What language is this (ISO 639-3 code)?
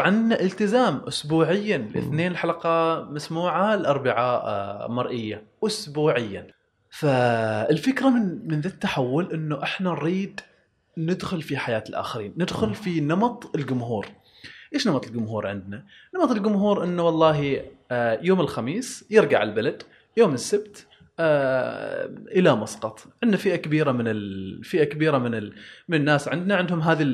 afb